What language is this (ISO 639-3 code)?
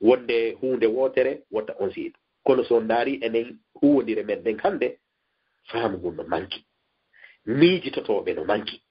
ful